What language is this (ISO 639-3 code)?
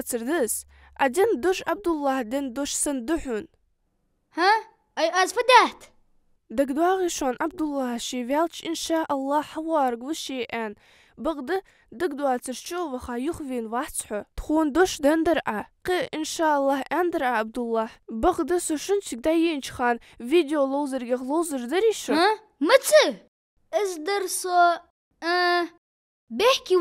inh